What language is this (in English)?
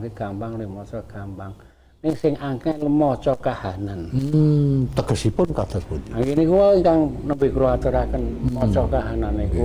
Javanese